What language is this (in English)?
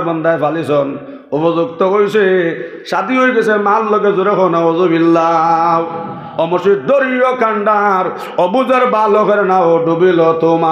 Sylheti